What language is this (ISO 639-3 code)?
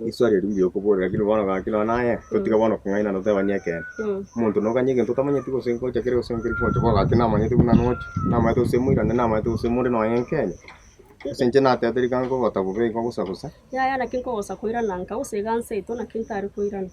guz